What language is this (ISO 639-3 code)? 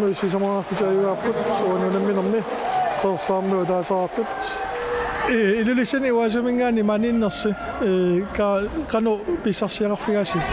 kal